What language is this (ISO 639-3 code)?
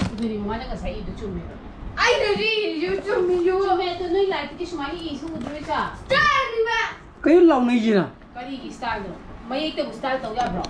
mni